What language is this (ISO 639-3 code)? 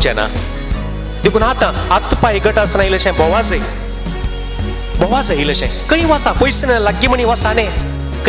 kok